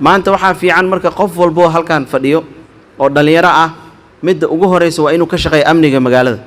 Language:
Somali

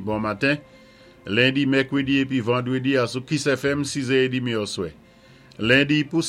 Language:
Saint Lucian Creole French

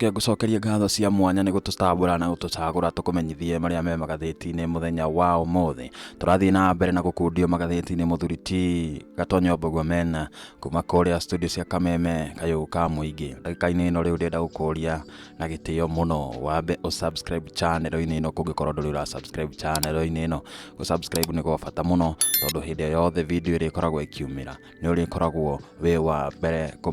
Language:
Kikuyu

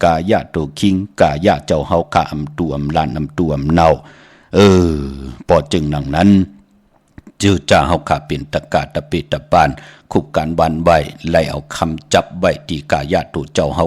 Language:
Shan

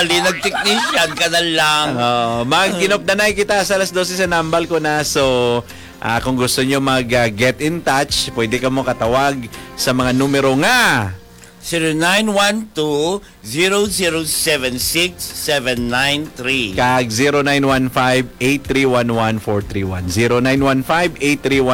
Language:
Hiligaynon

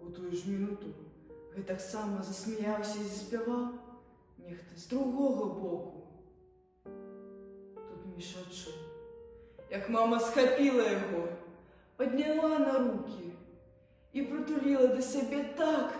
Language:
Belarusian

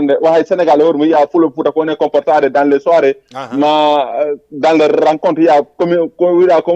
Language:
Fula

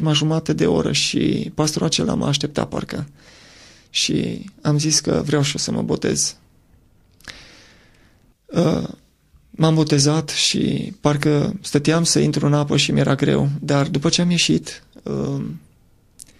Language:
Romanian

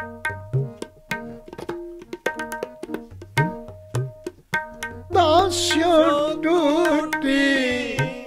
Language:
Punjabi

